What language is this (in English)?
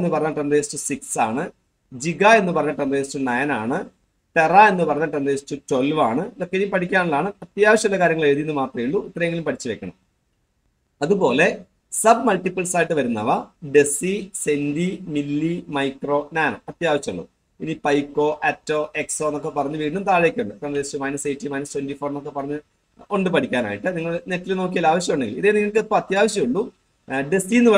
Malayalam